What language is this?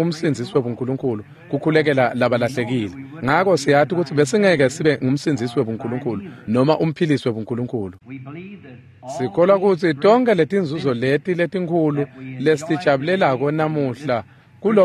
Swati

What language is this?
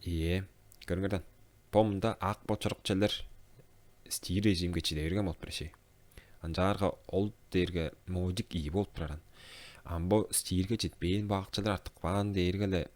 Tuvinian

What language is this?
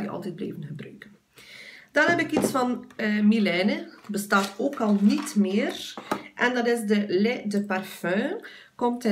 Dutch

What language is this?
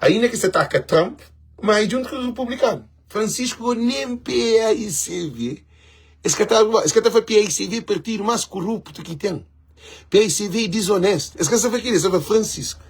Kabuverdianu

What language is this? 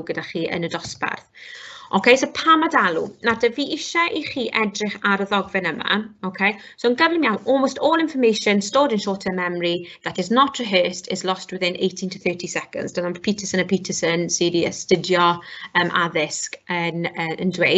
Welsh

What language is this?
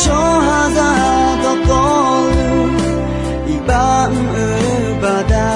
Akha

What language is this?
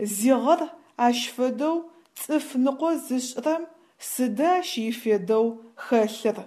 Adyghe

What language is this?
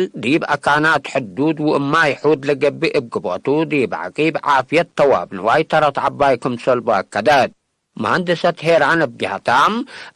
Tigre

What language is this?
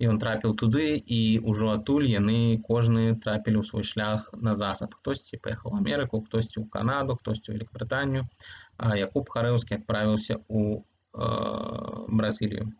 Belarusian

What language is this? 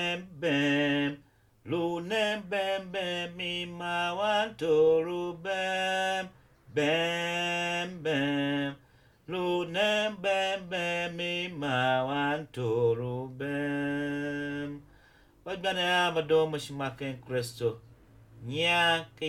Tiv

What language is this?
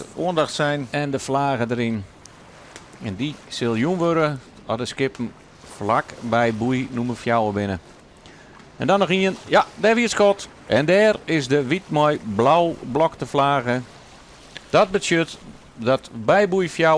Western Frisian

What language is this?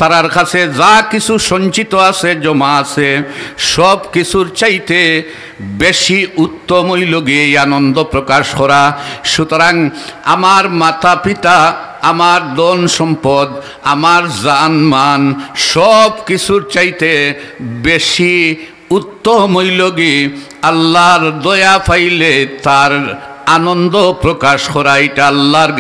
Sylheti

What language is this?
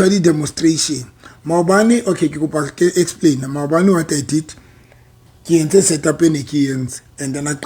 Southern Sotho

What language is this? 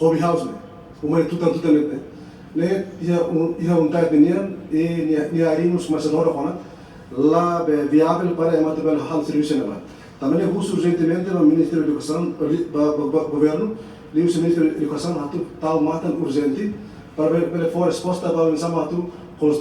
Tetum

